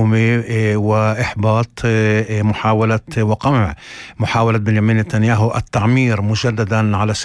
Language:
North Levantine Arabic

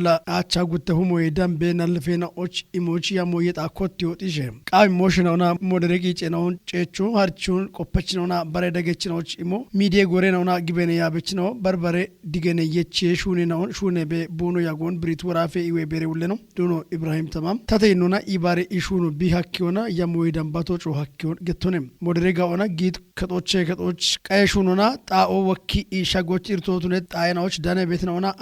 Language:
Kafa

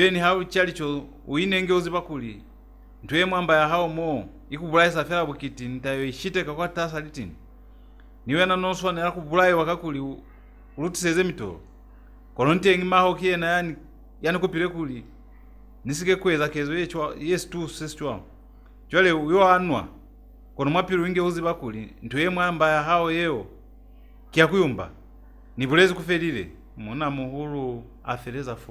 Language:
Lozi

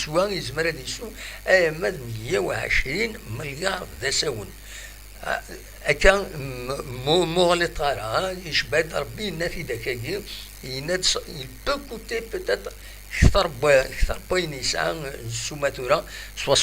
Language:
Kabyle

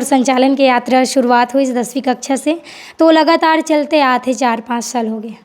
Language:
Chhattisgarhi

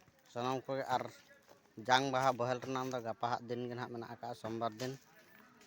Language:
Santali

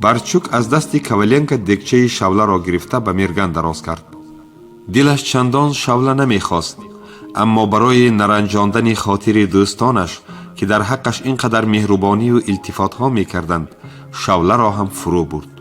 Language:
Tajik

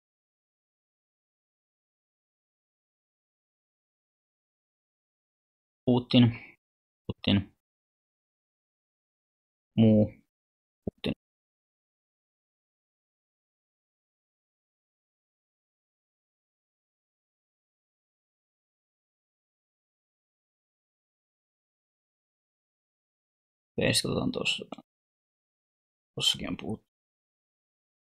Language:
Finnish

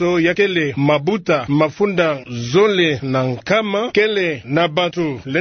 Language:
Kituba (Democratic Republic of Congo)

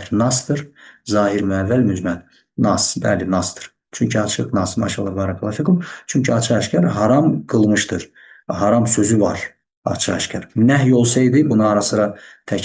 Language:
Azerbaijani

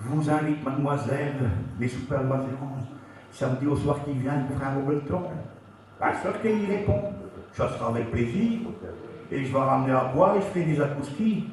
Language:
Picard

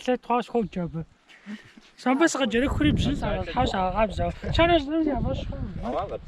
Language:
Kabardian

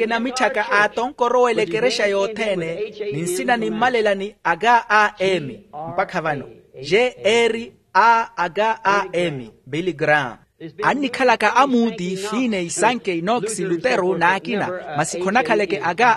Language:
Makhuwa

